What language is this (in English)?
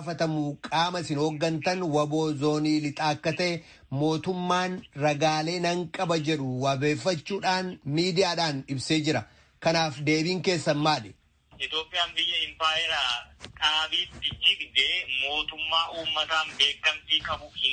Oromo